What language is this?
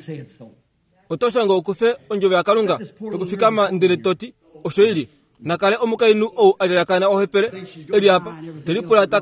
Kuanyama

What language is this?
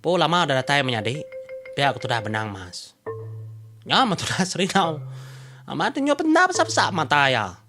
Iban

